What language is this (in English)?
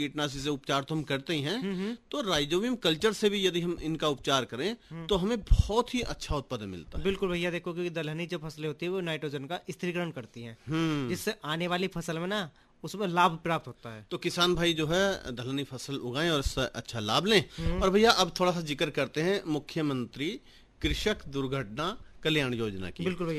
Hindi